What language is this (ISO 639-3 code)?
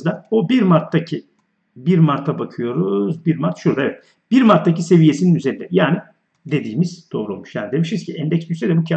tur